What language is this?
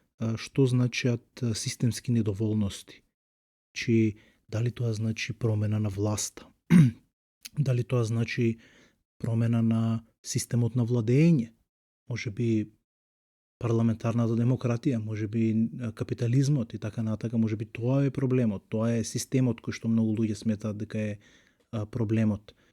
Macedonian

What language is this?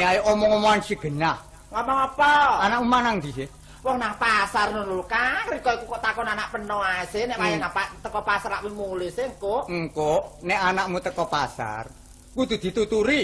Javanese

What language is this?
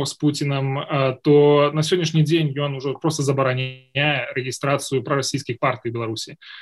Belarusian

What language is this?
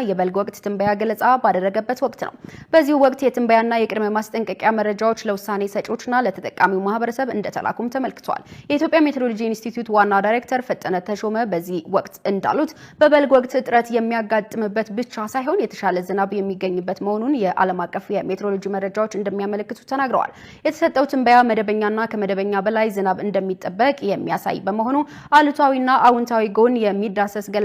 Amharic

